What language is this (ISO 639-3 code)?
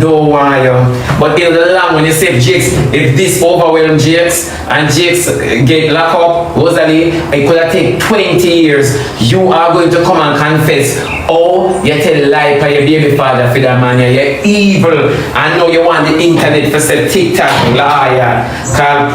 jam